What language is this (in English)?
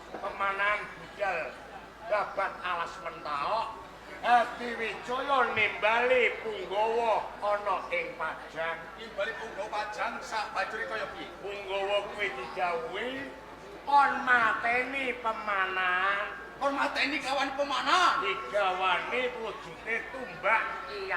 Javanese